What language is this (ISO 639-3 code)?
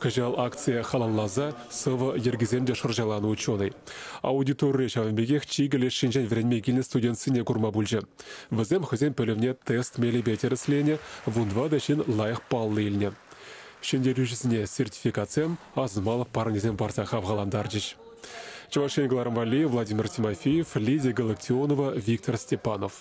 chv